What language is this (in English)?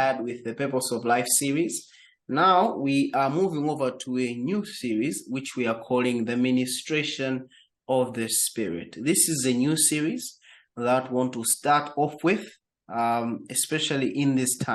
English